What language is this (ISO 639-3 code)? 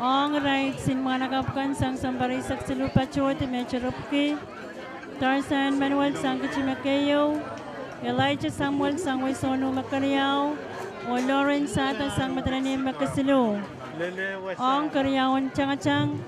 pon